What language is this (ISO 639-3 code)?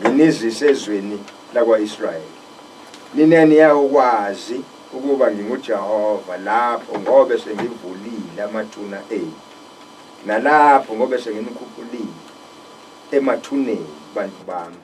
zul